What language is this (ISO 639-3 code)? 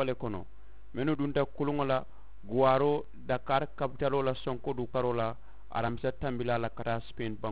man